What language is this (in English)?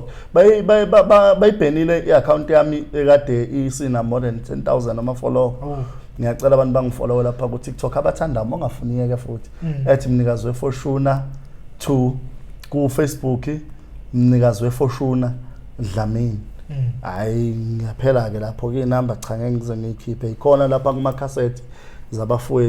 Zulu